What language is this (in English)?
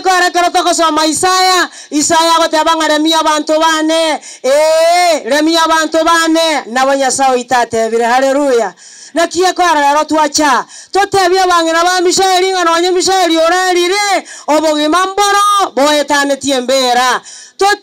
Gusii